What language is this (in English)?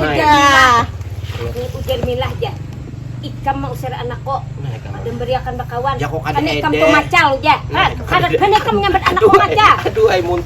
Banjar